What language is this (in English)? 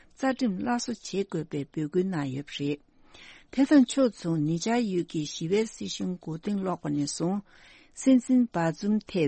Tibetan